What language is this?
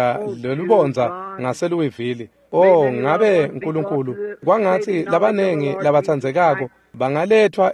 Swati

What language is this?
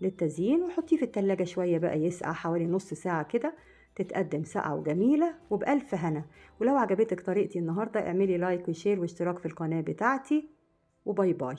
Egyptian Arabic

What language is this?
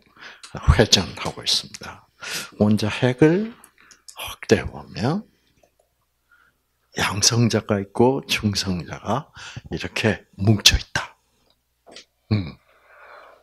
Korean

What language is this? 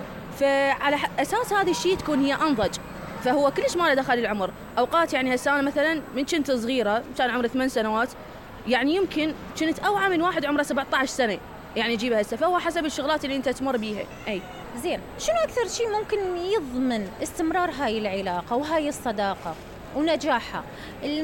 Mesopotamian Arabic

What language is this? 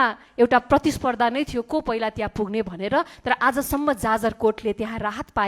Nepali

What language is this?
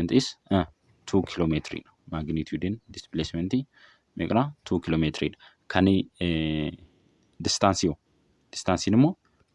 Oromo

